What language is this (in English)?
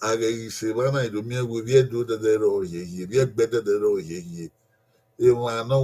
Bini